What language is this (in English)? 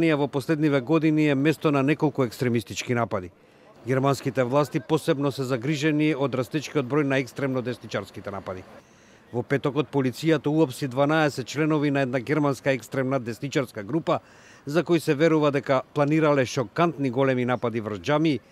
Macedonian